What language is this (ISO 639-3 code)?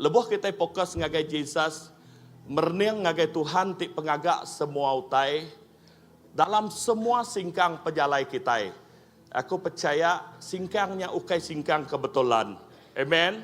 iba